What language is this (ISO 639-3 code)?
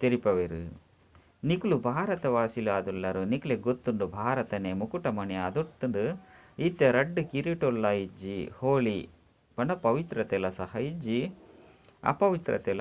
tcy